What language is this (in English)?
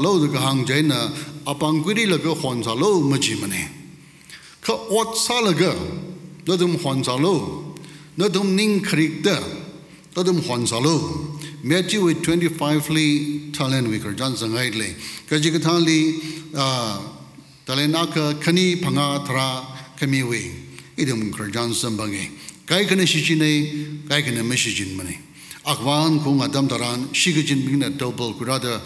Tangkhul Naga (India)